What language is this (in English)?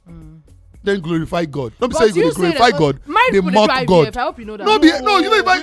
Nigerian Pidgin